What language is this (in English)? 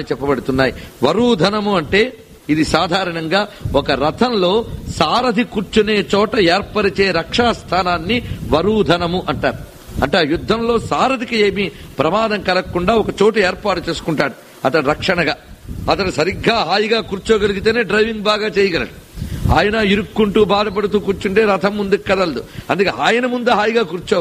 Telugu